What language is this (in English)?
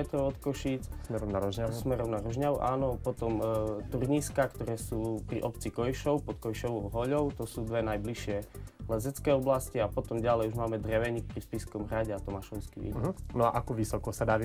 Slovak